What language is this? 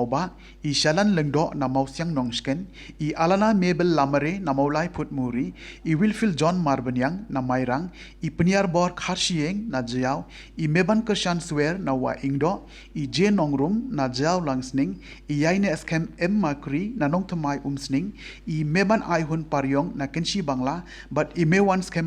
Khasi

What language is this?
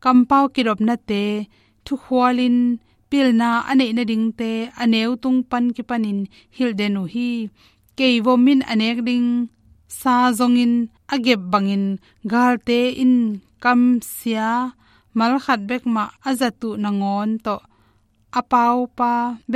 Tedim Chin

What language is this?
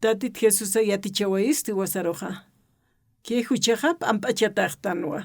Aymara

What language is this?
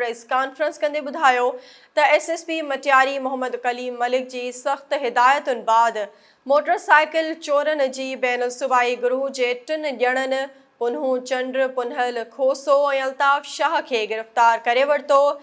Sindhi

